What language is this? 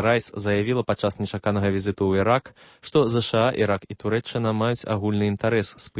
Belarusian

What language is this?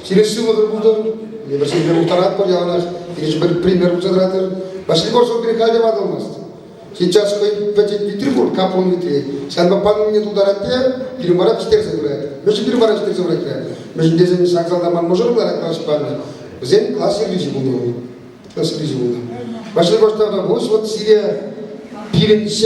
Chuvash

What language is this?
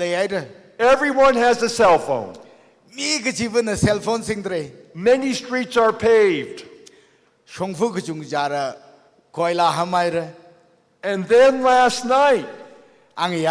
Tangkhul Naga (India)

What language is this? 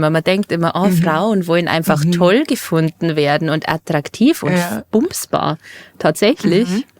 Bavarian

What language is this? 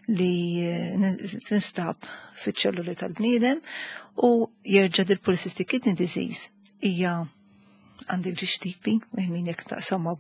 Maltese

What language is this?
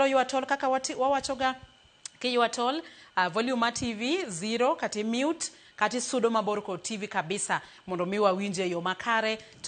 Luo (Kenya and Tanzania)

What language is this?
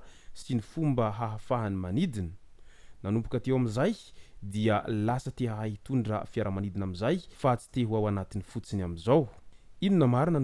Malagasy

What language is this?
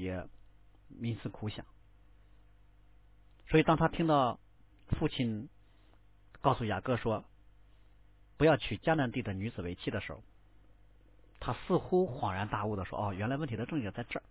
Chinese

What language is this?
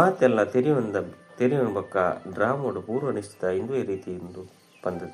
Tulu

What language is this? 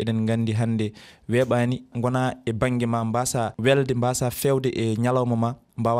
Fula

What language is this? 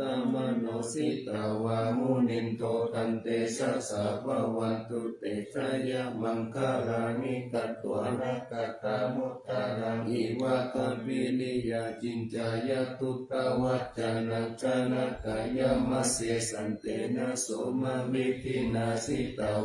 Pali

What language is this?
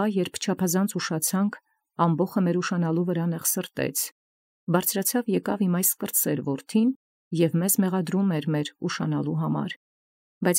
Armenian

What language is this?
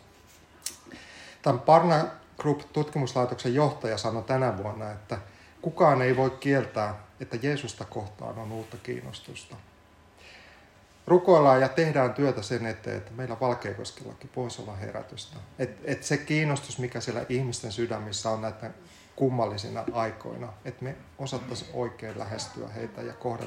Finnish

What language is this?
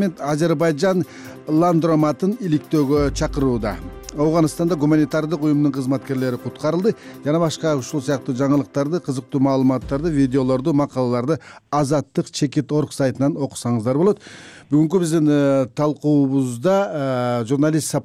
Kyrgyz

